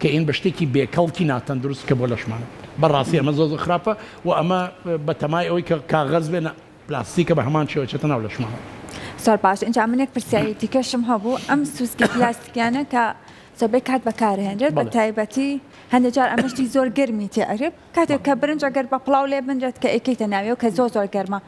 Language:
Central Kurdish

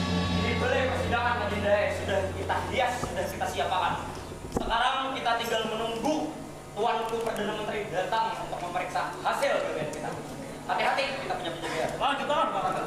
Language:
Banjar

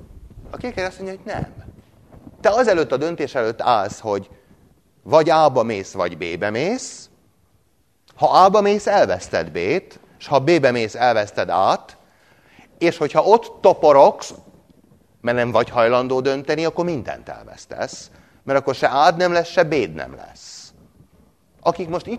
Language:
Hungarian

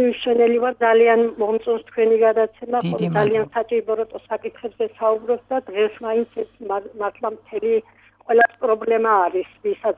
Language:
Georgian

